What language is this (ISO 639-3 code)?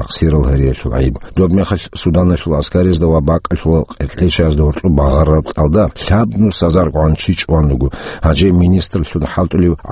ava